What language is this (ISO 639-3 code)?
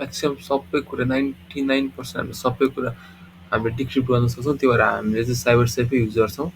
nep